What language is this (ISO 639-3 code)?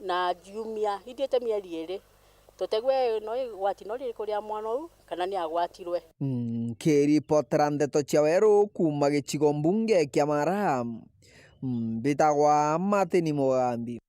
mer